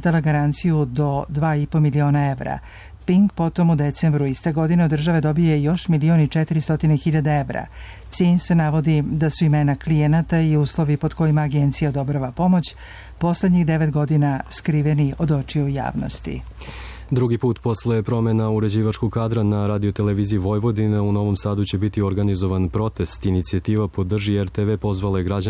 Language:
Serbian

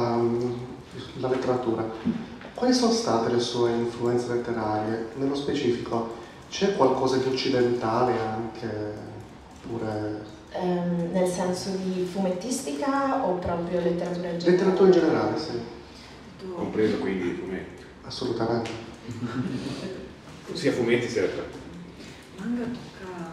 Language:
Italian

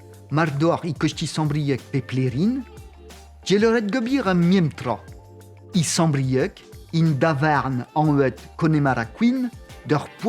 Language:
Breton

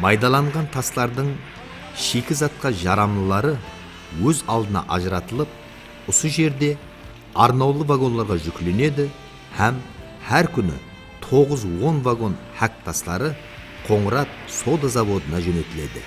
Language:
Kara-Kalpak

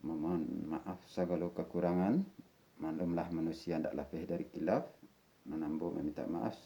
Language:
Minangkabau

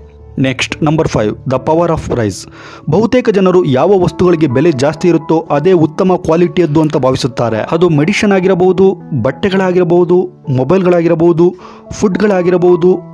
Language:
Kannada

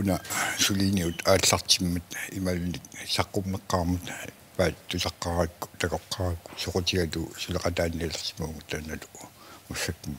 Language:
Kalaallisut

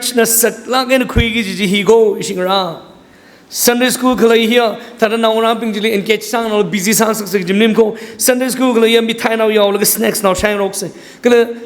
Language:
Tangkhul Naga (India)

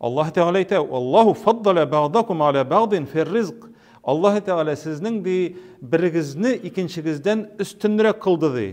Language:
Tatar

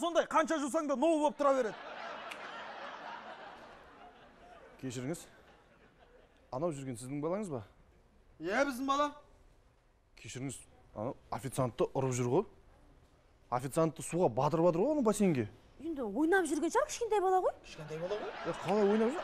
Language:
Kazakh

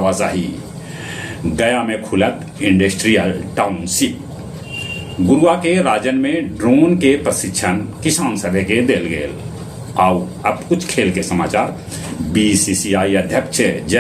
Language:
Magahi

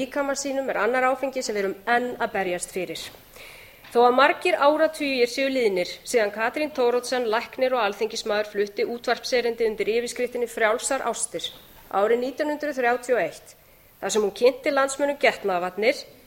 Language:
Icelandic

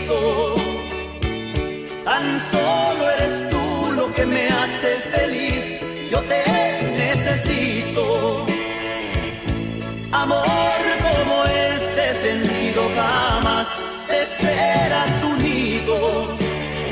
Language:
Spanish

